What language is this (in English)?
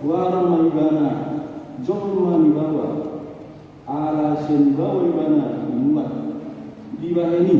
Batak Toba